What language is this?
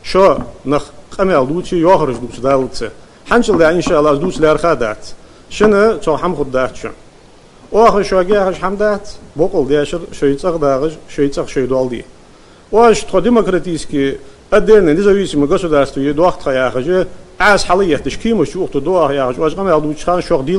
Ingush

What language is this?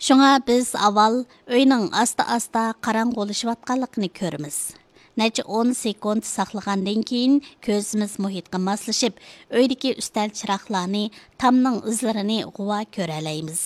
Uyghur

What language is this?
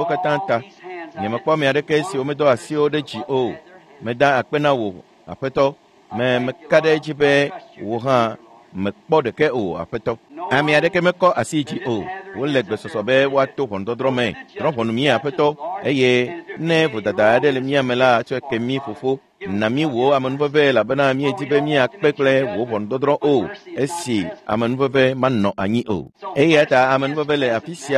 Ewe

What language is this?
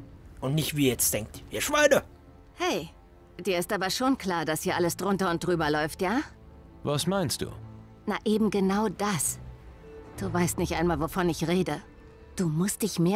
German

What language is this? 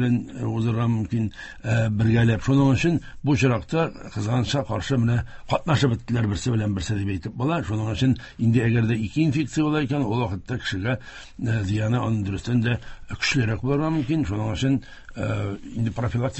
Tatar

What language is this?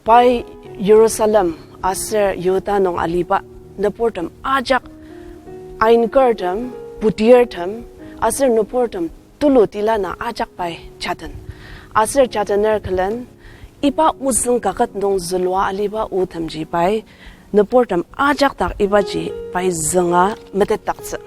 Ao Naga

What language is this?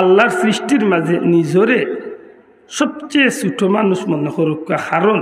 Sylheti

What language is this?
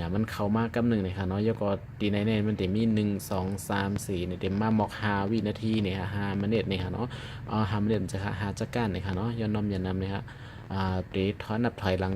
Shan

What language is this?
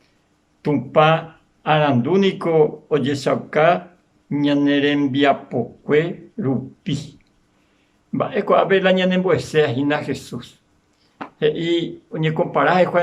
Guarani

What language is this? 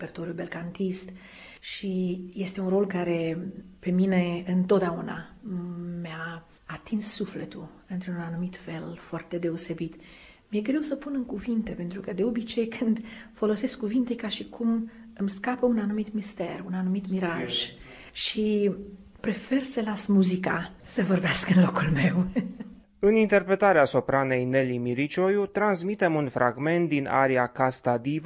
Romanian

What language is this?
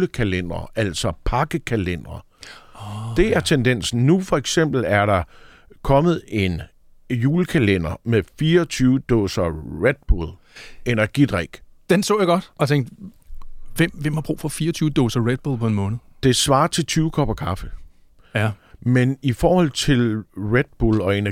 Danish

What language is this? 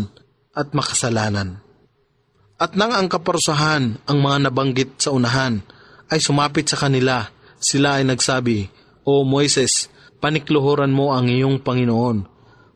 Filipino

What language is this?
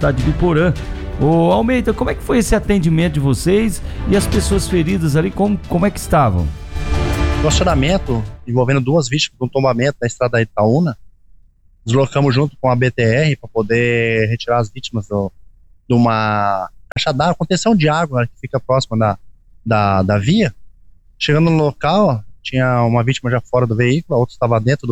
Portuguese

